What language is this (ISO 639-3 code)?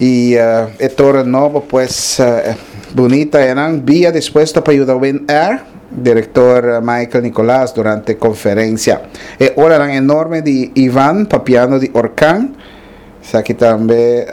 pap